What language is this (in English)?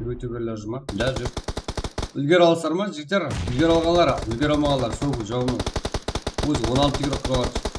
Kara-Kalpak